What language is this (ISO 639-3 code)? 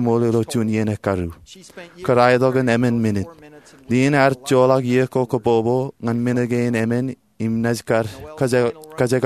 mah